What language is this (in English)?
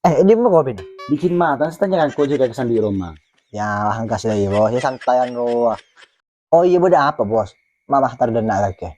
Madurese